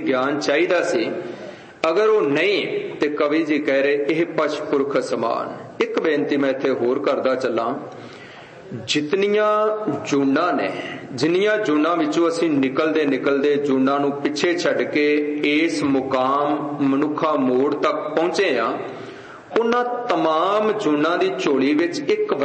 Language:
Punjabi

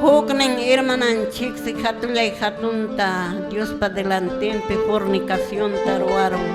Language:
Quechua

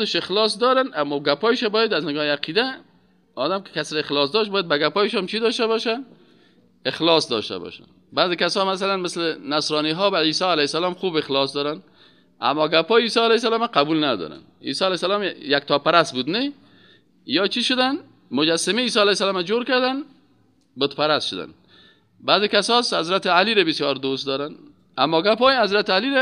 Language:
Persian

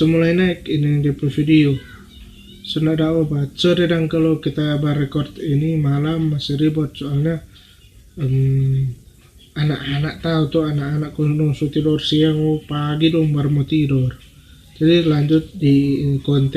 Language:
Manado Malay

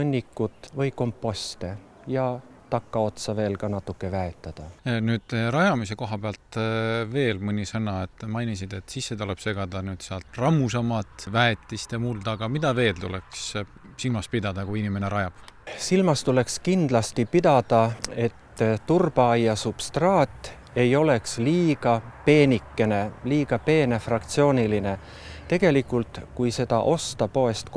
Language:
Estonian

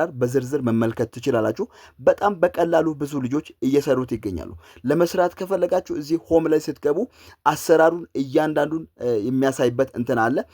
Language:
Amharic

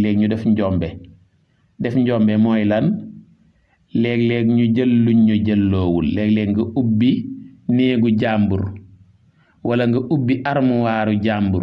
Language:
Wolof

